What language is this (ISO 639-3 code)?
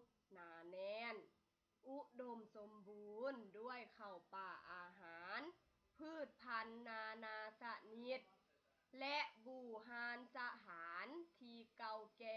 lao